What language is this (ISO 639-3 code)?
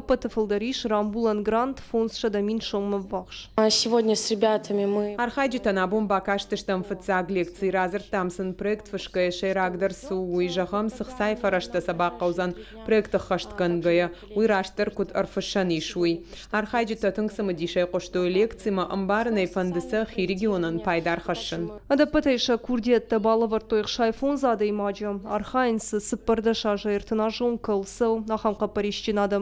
oss